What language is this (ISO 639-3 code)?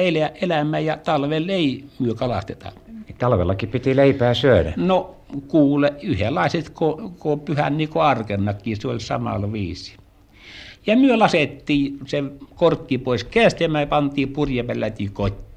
fin